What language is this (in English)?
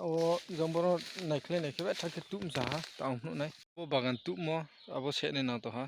Riang (India)